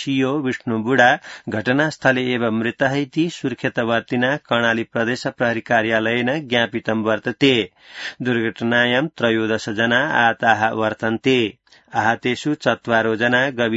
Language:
Sanskrit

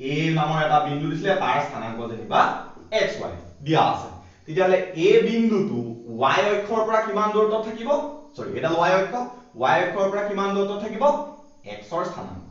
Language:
Assamese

